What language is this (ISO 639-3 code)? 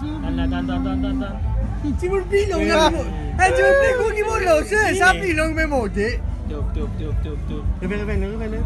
mfe